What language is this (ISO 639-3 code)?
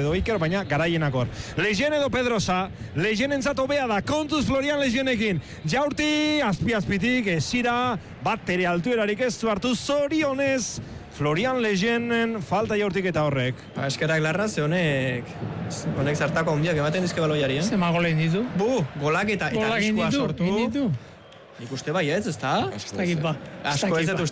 eus